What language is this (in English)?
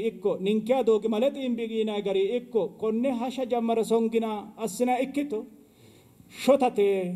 Sidamo